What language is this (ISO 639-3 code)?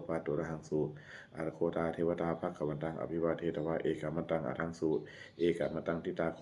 pli